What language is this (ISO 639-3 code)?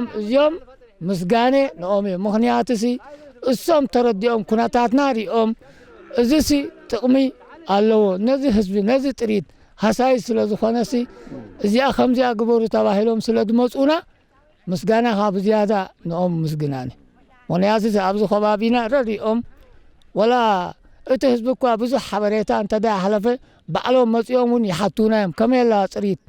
tir